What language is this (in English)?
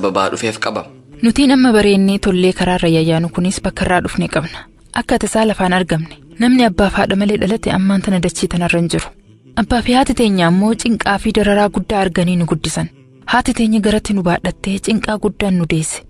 Oromo